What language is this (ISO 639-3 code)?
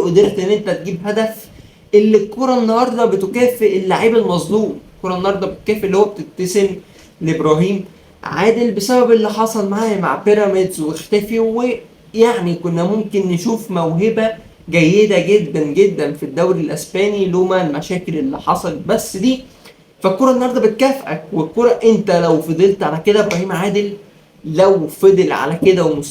arz